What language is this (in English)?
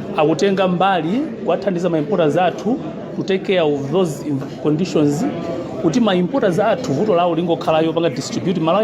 Nyanja